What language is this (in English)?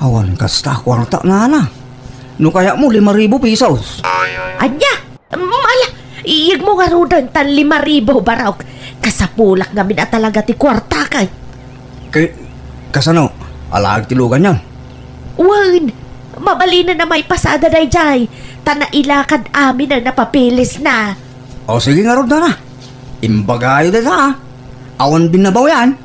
Iloko